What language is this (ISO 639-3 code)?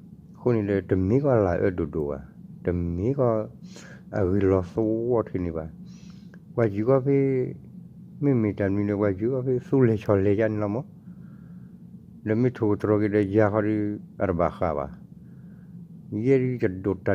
ksw